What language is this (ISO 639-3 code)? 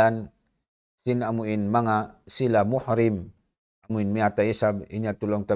tsg